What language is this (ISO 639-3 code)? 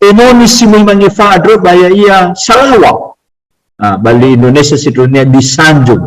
nia